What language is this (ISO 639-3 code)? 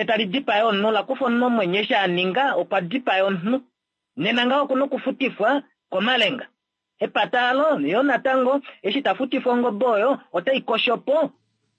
kua